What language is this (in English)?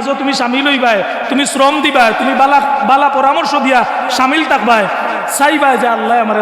Sylheti